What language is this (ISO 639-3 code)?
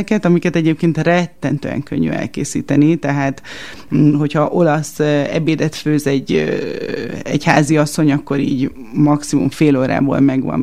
hun